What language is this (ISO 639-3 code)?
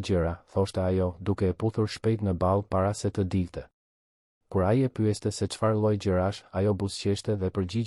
sqi